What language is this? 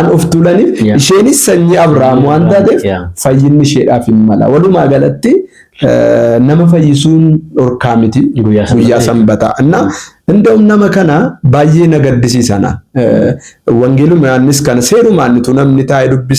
Oromo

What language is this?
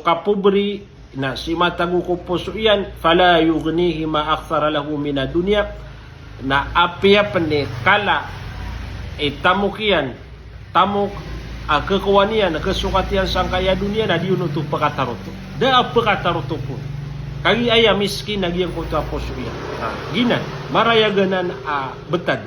Maranao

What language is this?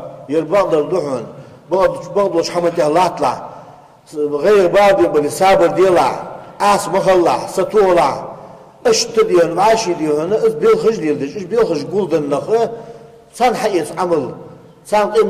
Ingush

